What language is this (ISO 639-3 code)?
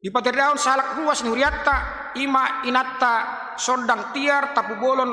bbc